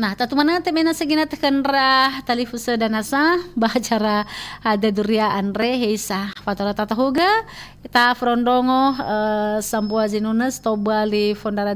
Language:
Nias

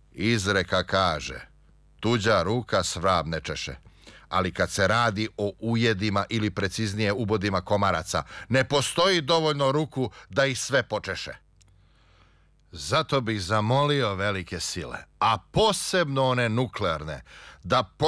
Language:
Serbian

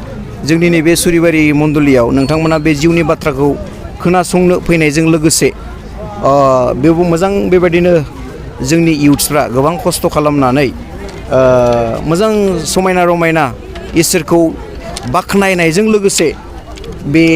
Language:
Bodo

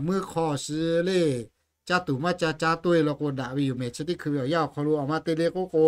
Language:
Lahu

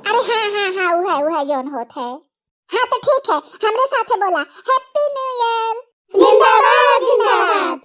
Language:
Bhojpuri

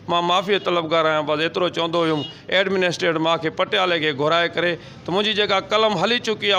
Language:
Sindhi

